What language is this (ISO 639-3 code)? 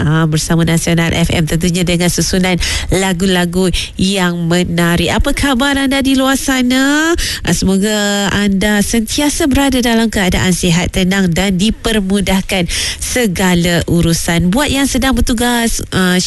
msa